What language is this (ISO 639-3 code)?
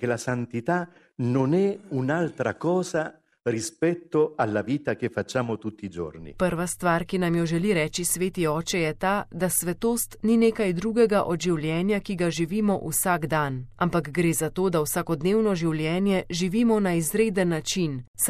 slv